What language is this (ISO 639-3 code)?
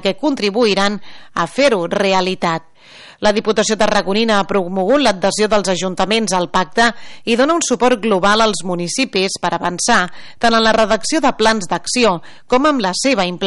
cat